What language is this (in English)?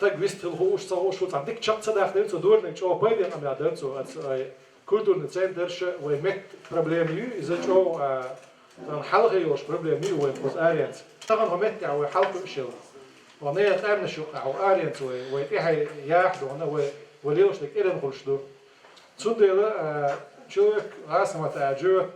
Chechen